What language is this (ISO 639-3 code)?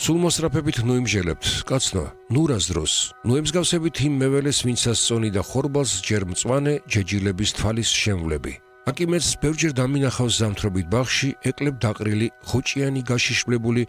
kat